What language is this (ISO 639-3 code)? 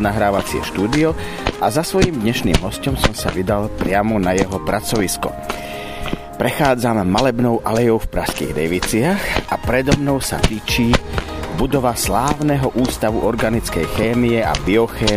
slk